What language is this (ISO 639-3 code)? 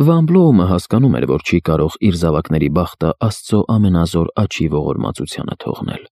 hye